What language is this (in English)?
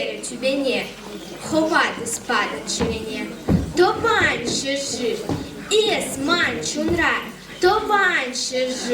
Chuvash